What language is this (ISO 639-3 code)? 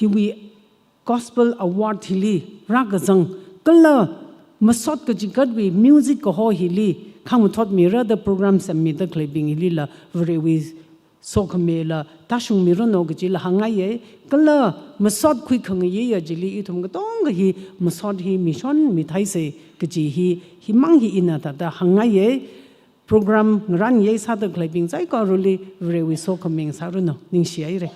nmf